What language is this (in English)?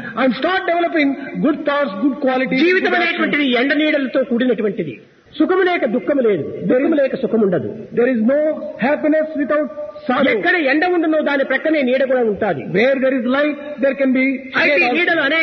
Telugu